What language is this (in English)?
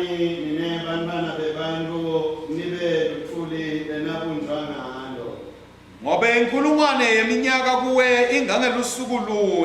Swati